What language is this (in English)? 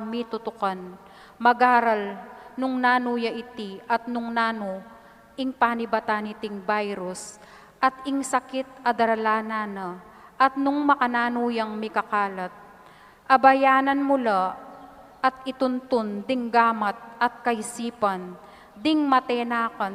Pampanga